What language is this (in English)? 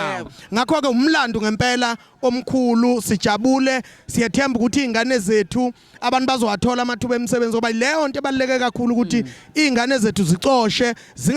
Zulu